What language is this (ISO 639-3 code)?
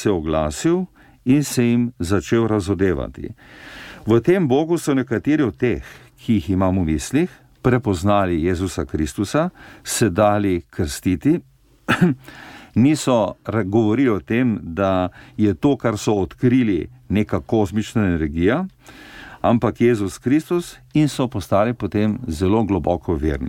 slv